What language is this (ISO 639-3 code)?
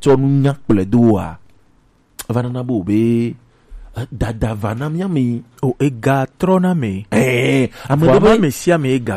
gej